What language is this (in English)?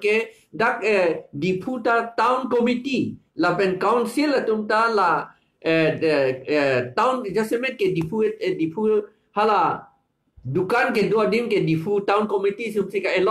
Karbi